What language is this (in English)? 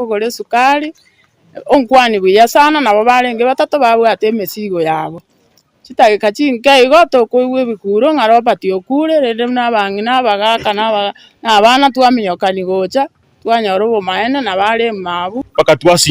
Gusii